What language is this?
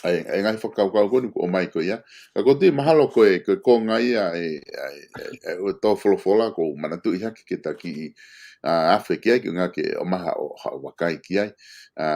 Tongan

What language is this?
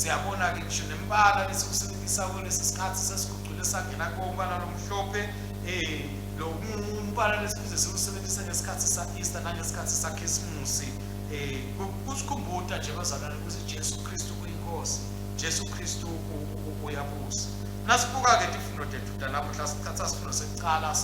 Swati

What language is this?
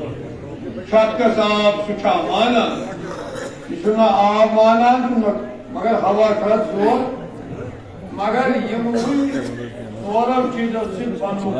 Kashmiri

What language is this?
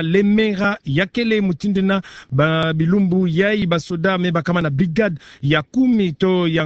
Kituba (Democratic Republic of Congo)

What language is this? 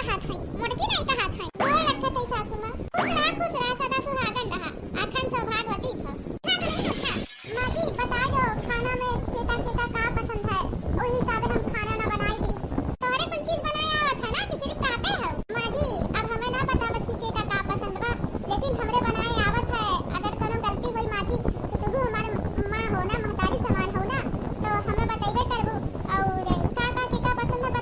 Awadhi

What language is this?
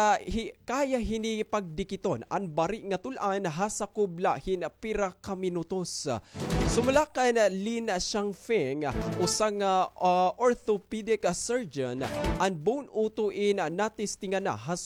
Waray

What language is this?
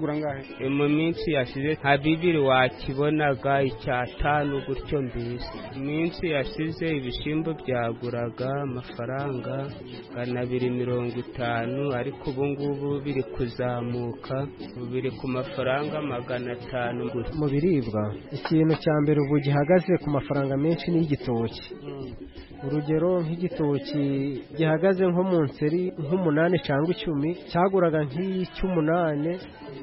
Kinyarwanda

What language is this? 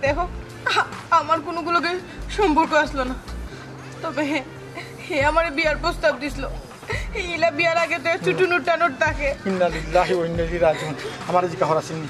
Sylheti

